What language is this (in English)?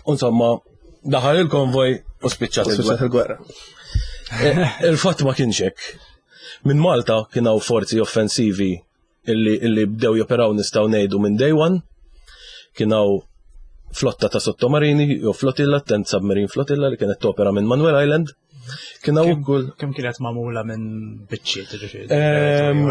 Maltese